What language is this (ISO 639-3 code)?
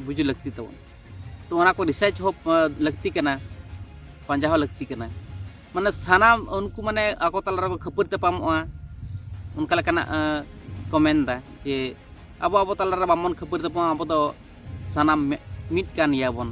sat